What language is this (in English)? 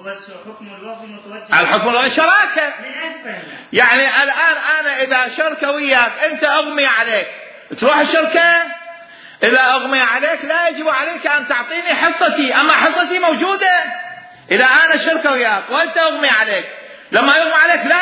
Mesopotamian Arabic